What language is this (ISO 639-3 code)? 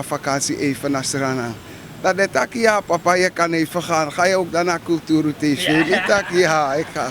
srn